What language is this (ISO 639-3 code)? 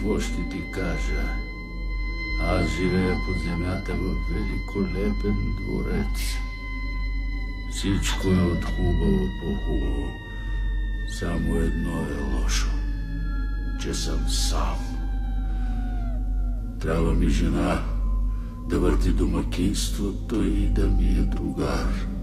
bul